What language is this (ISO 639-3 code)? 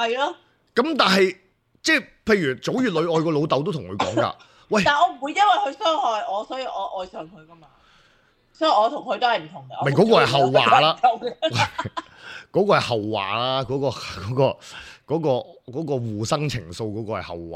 yue